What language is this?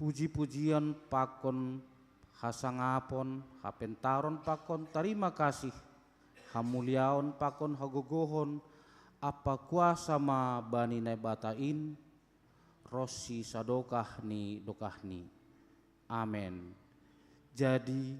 Batak Simalungun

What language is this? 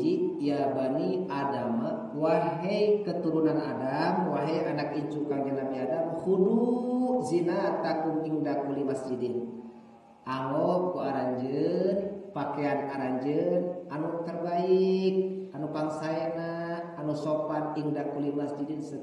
Sundanese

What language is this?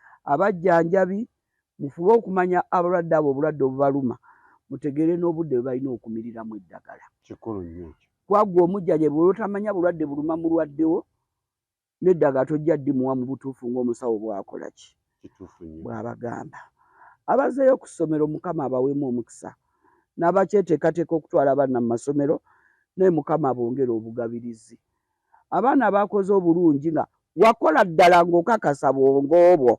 Ganda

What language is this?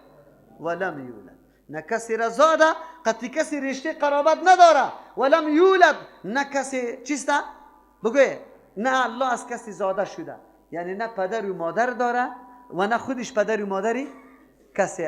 Persian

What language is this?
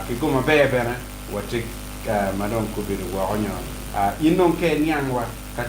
Acoli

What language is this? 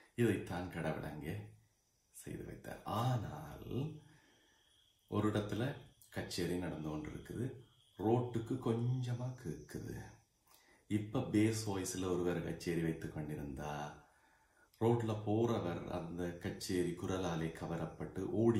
Tamil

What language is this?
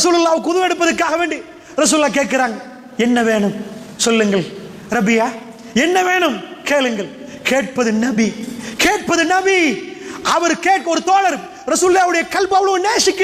Tamil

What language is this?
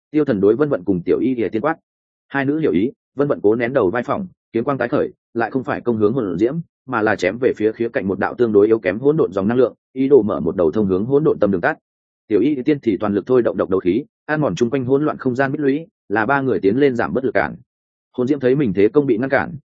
Vietnamese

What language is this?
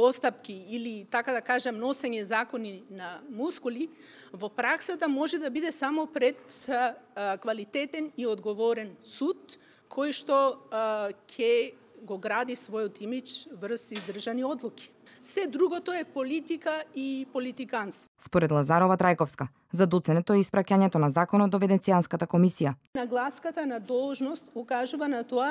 Macedonian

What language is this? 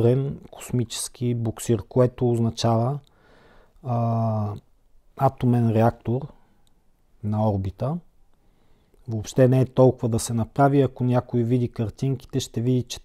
Bulgarian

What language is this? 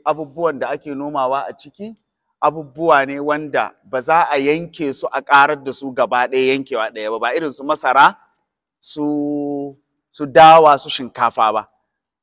Hausa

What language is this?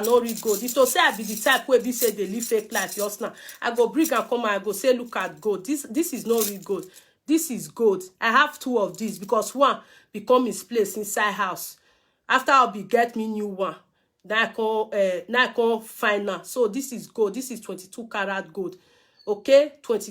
Nigerian Pidgin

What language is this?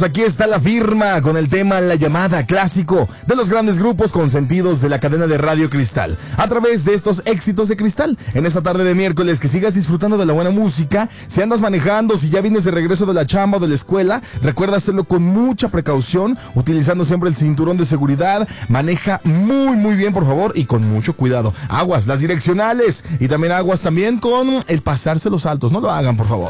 Spanish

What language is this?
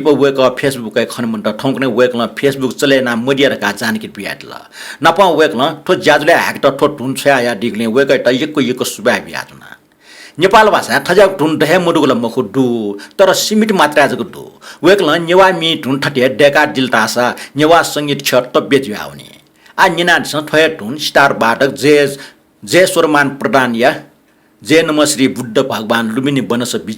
Newari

